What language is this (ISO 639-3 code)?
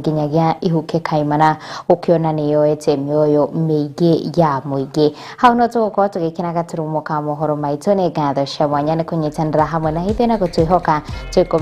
kik